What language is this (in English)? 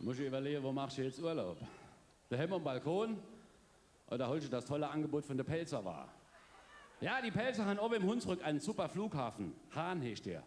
Palatine German